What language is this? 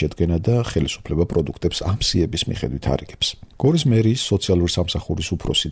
Georgian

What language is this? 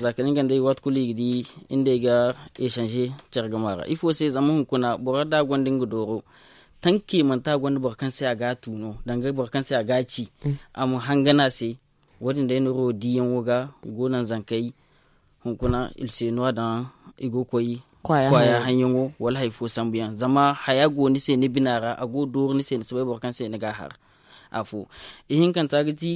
Zarma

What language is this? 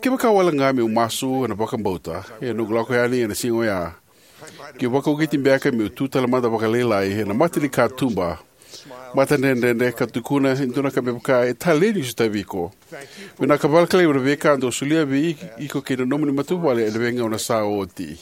Fijian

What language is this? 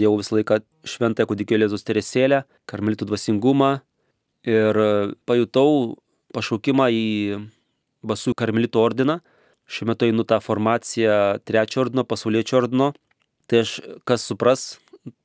Lithuanian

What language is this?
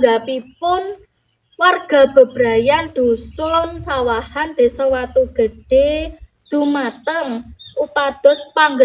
Javanese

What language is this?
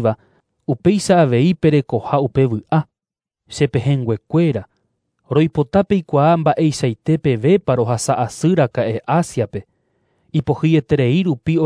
Guarani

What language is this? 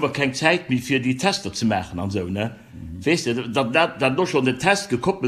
Luxembourgish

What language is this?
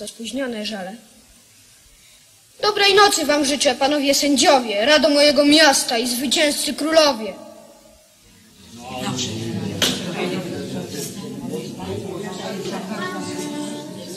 Polish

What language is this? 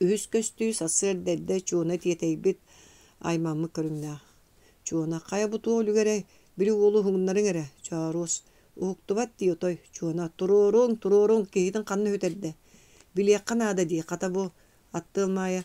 Yakut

